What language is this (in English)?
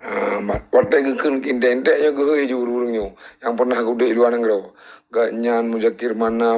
Achinese